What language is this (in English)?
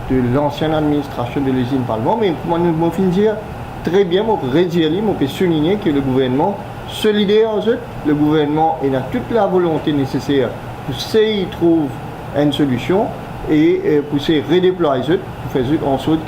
Morisyen